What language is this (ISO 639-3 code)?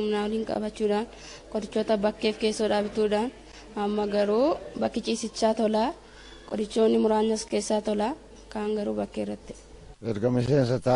orm